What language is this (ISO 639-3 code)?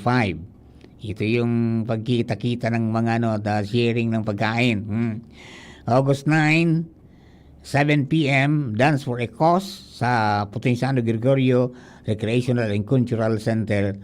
bik